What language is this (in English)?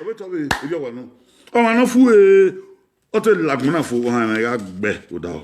Bini